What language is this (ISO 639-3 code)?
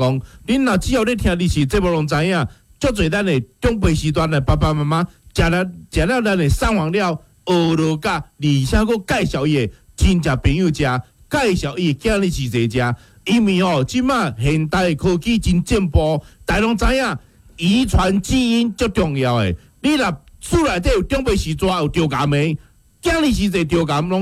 nan